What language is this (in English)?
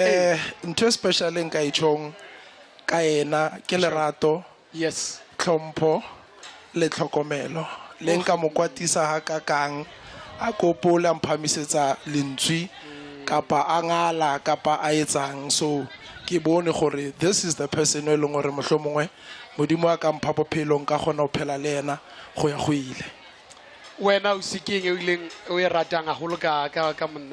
Southern Sotho